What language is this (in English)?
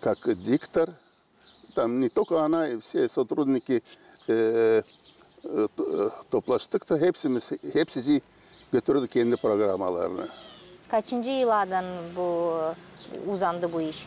Gagauz